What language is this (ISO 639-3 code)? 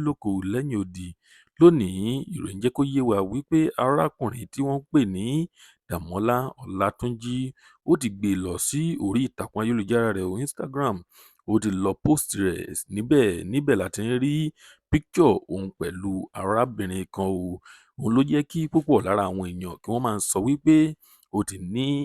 yor